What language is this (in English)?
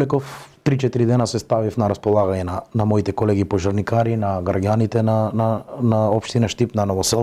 Macedonian